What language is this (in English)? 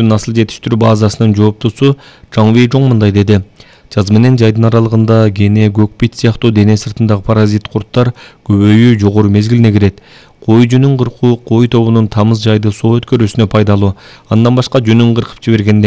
Kyrgyz